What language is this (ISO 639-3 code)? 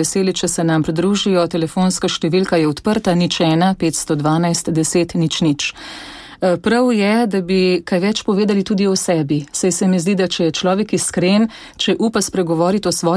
slv